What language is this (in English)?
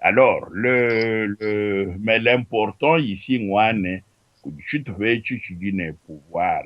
Luba-Lulua